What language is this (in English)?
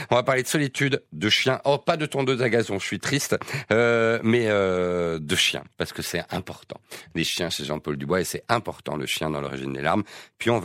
French